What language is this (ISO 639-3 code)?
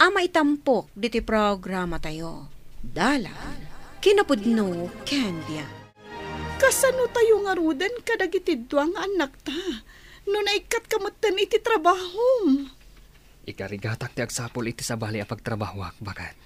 ilo